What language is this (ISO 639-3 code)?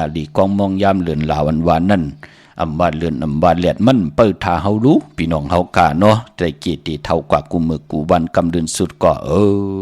shn